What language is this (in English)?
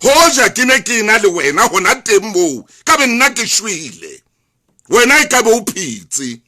Southern Sotho